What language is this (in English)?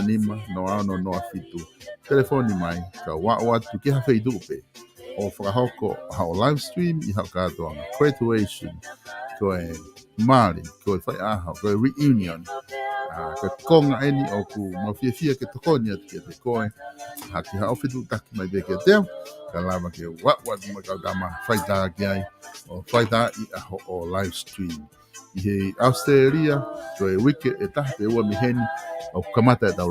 Tongan